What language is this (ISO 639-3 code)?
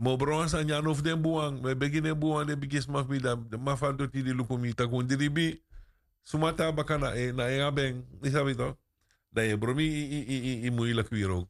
srn